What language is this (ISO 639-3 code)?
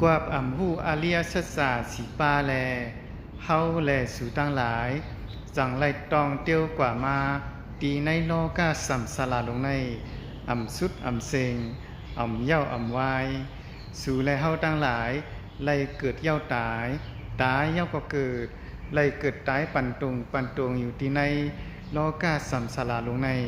shn